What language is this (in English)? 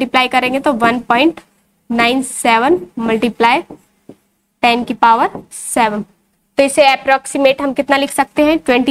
Hindi